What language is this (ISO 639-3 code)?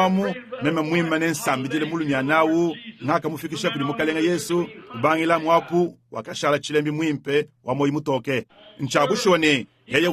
lua